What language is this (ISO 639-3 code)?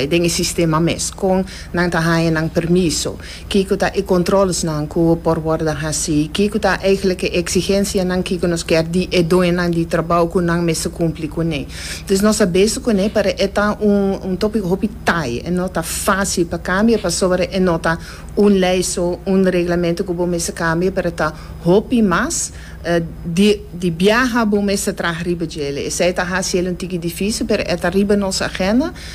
pap